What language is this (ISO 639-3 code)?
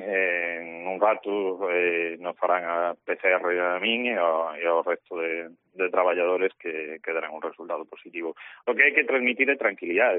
glg